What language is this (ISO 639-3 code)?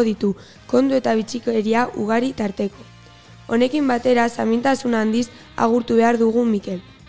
eus